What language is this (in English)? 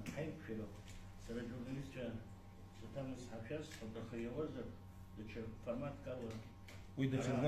Abkhazian